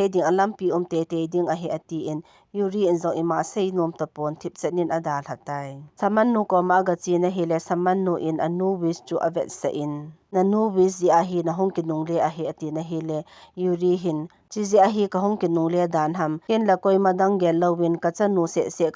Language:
Thado Chin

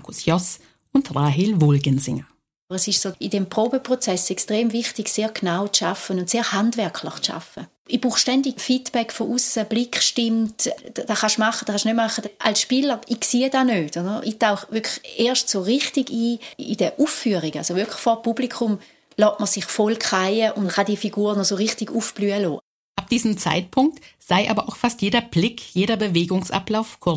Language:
German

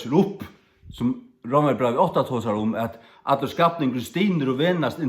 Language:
Faroese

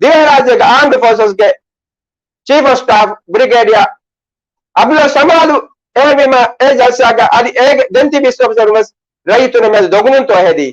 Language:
Divehi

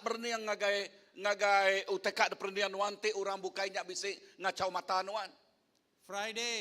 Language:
Iban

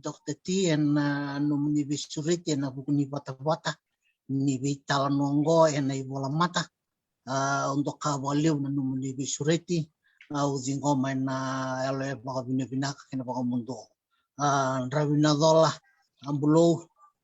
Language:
Fijian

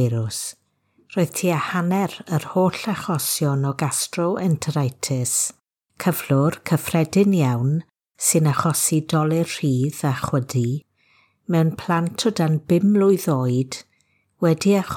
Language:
Welsh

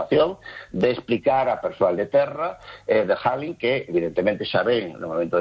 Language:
Galician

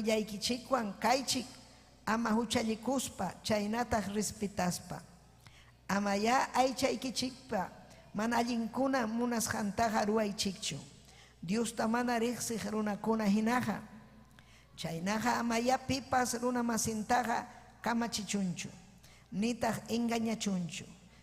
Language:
Ayacucho Quechua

